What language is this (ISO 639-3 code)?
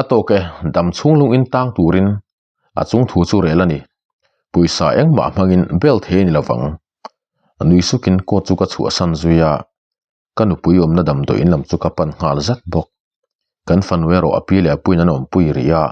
lus